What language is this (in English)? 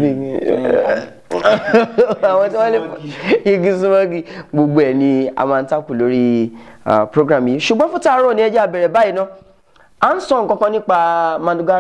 Yoruba